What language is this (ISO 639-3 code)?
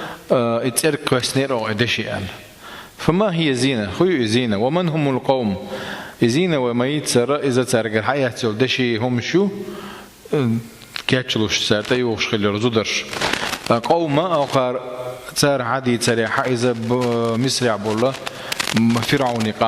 che